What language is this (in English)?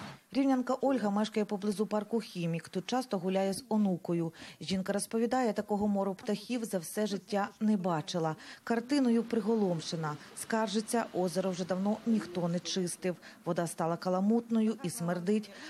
Ukrainian